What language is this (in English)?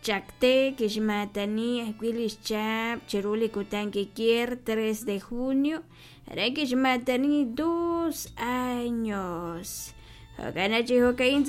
Kekchí